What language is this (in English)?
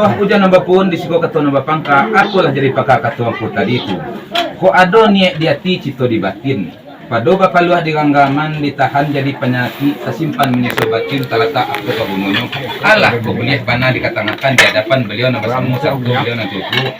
Minangkabau